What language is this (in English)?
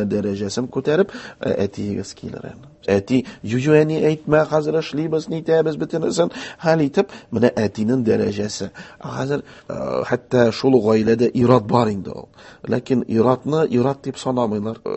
Tatar